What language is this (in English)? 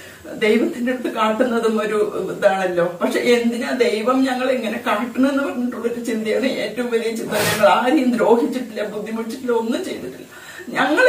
Malayalam